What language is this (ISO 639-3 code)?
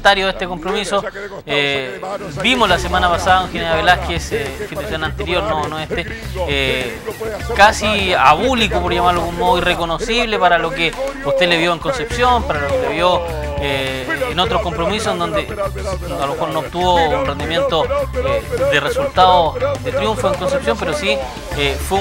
spa